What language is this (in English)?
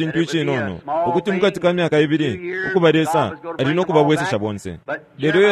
Bemba